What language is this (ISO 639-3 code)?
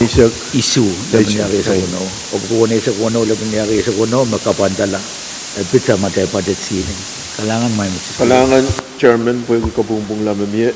pon